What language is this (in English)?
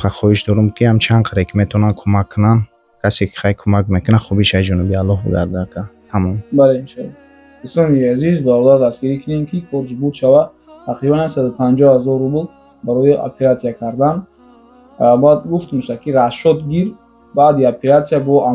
Tajik